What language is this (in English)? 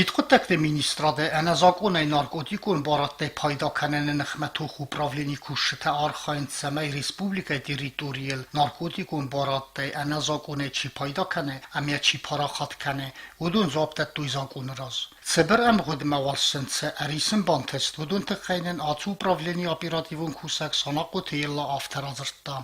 Ossetic